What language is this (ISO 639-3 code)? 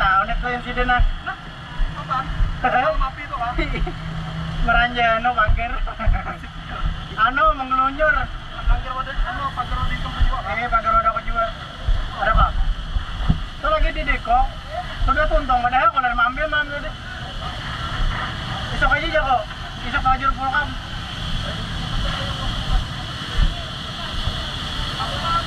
ind